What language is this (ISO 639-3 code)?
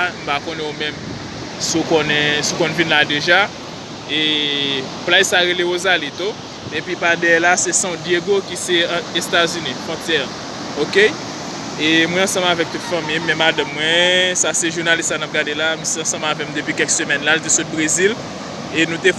hat